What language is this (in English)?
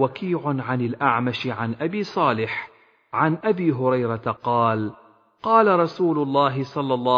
Arabic